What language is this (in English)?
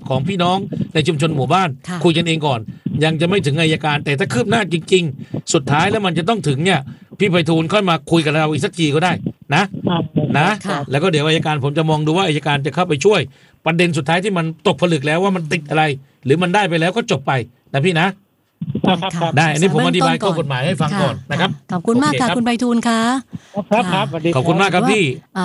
Thai